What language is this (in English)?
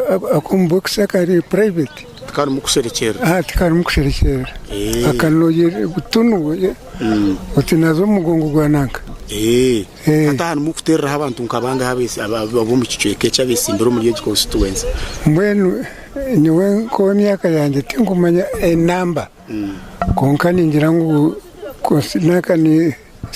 Nyankole